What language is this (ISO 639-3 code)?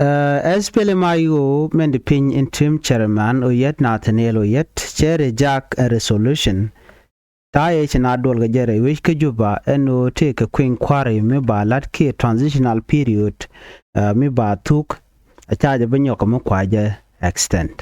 nus